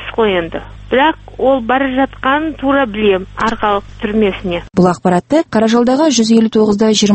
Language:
Kazakh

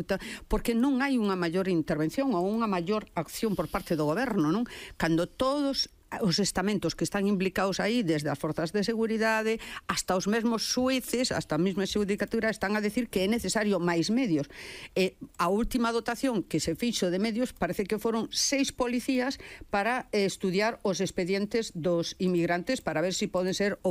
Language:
Galician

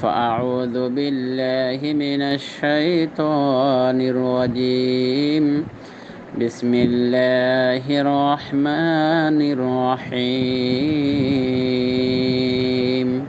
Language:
Rohingya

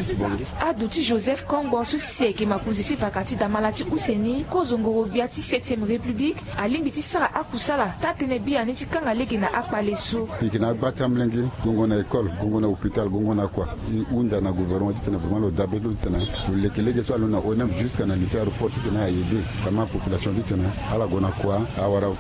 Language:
Sango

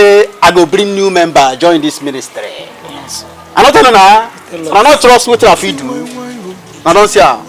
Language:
Nigerian Pidgin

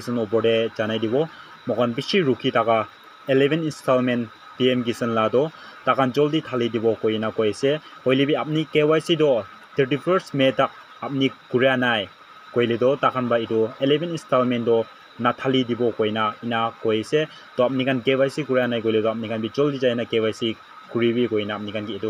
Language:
Naga Pidgin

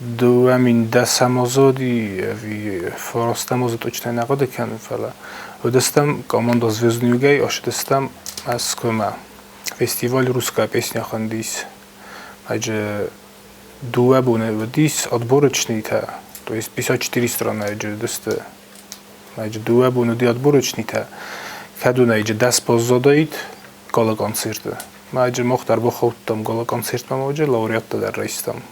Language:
Ossetic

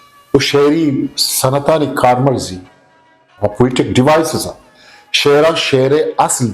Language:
Eastern Balochi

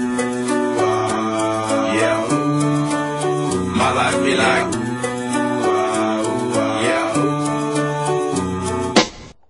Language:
Croatian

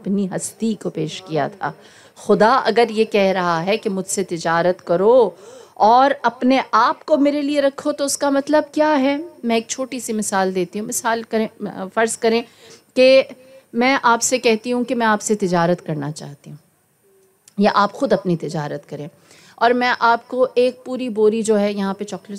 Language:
Urdu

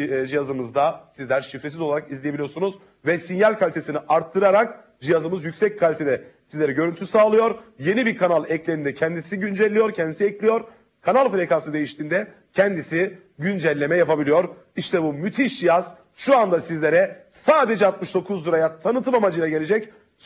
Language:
Turkish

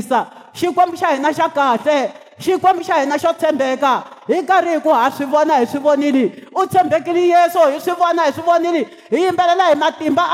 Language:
Tsonga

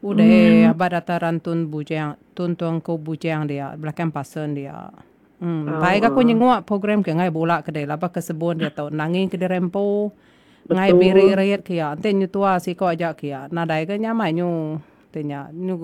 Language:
Iban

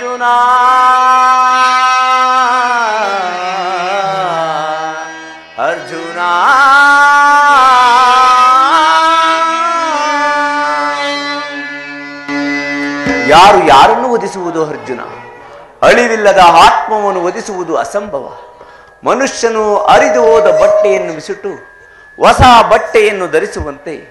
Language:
Kannada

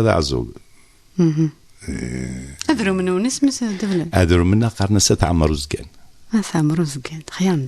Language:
Kabyle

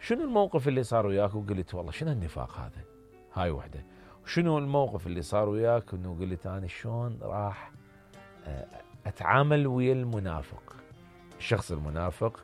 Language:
Mesopotamian Arabic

